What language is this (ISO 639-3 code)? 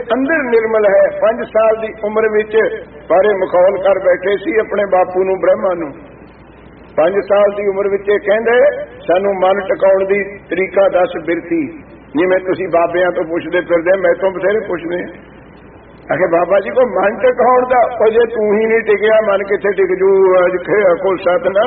pan